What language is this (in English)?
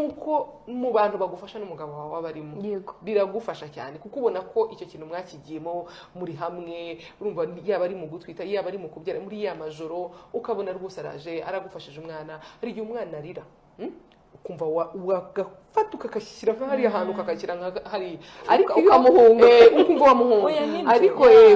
Kinyarwanda